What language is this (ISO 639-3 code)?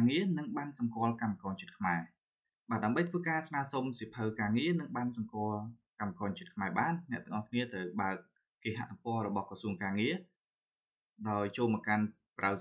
khm